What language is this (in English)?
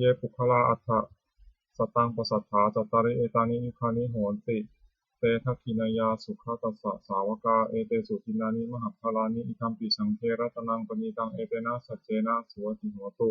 Pali